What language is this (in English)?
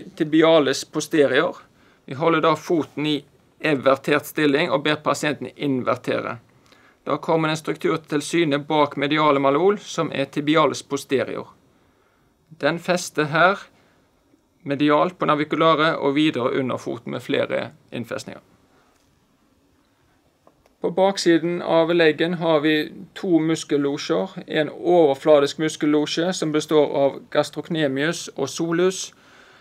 Norwegian